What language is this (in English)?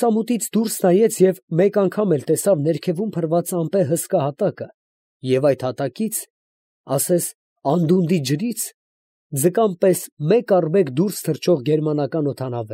Armenian